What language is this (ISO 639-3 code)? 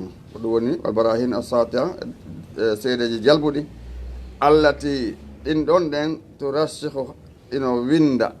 ful